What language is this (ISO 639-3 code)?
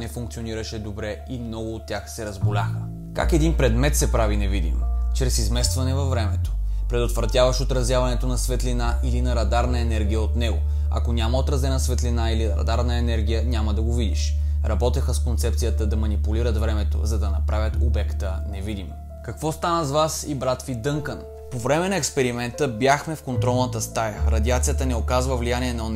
bul